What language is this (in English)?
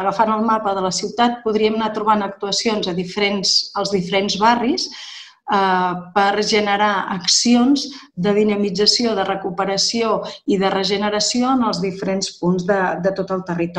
Catalan